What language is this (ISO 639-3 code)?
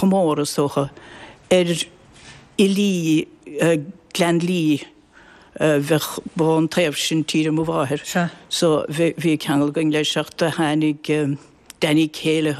gle